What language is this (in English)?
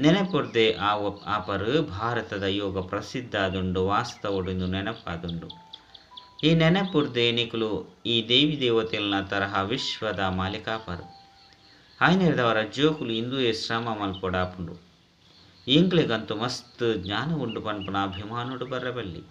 Tulu